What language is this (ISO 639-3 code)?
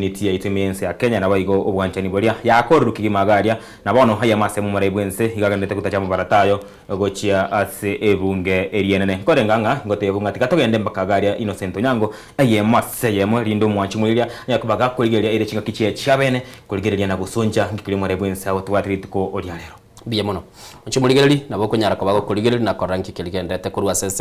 guz